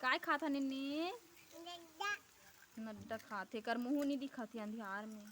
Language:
Chhattisgarhi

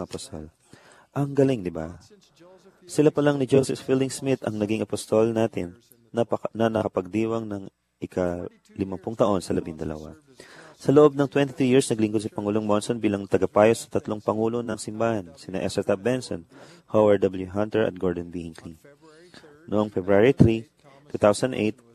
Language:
Filipino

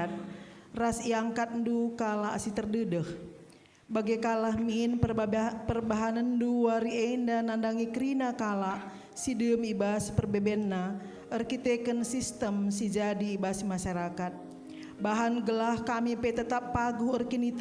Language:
Batak Karo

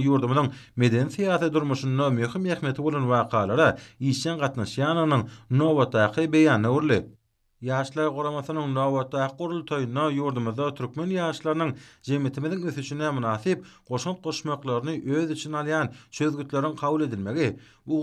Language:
Turkmen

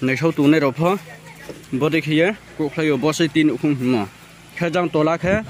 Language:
Riang (India)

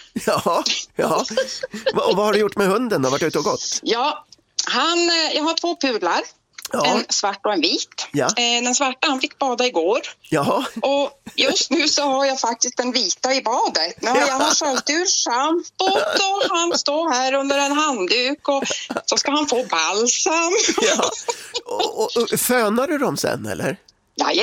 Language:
Swedish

